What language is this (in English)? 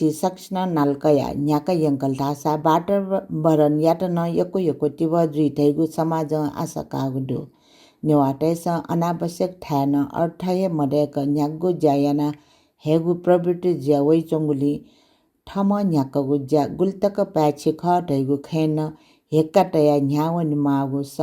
Newari